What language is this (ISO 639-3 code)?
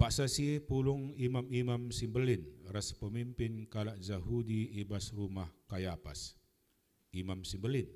btx